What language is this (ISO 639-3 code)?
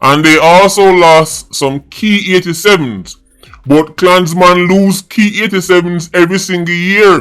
jam